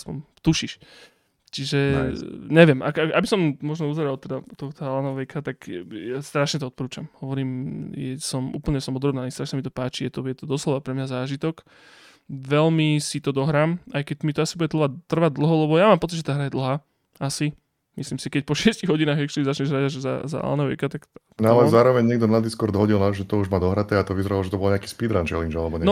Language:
Slovak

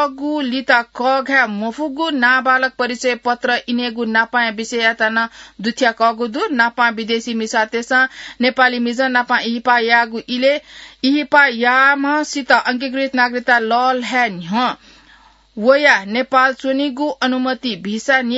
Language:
Newari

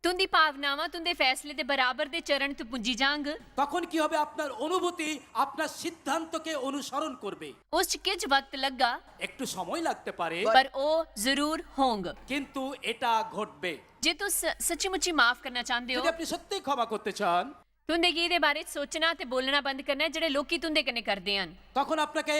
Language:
Dogri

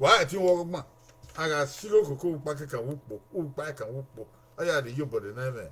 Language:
Bini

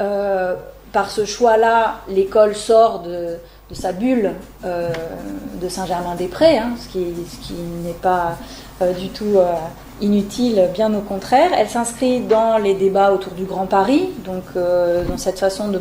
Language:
French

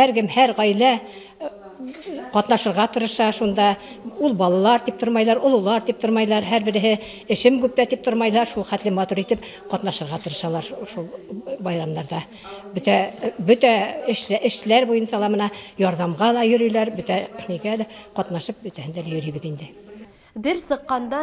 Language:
Bashkir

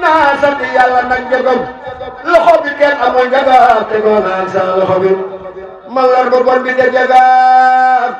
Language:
Wolof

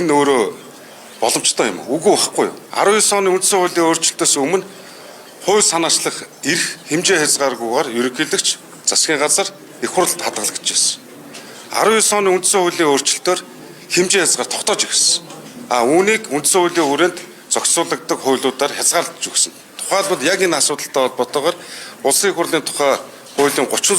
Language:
Mongolian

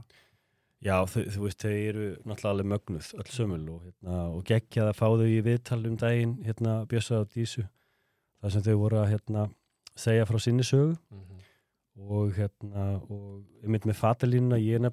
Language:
Icelandic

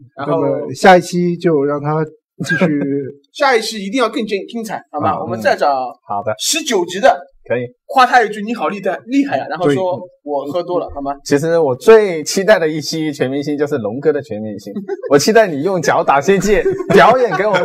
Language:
Chinese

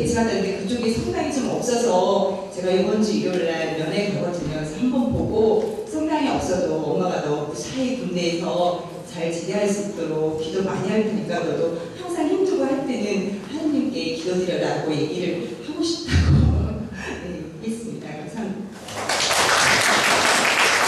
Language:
Korean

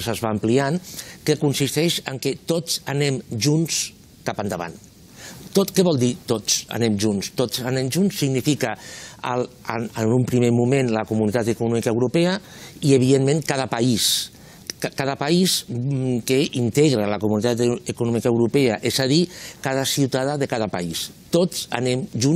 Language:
Catalan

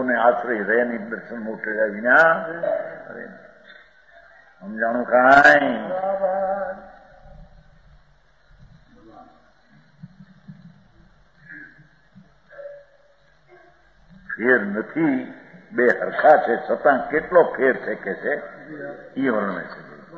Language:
Gujarati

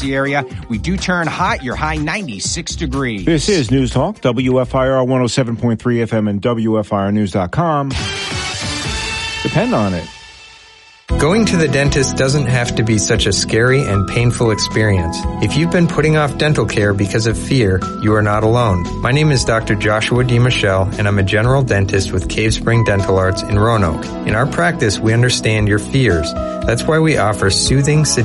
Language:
English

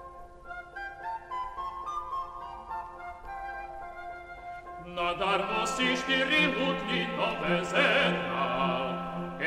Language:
Slovak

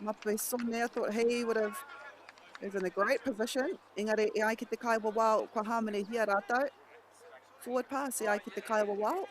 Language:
Māori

